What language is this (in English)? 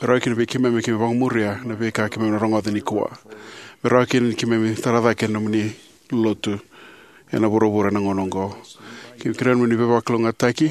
Fijian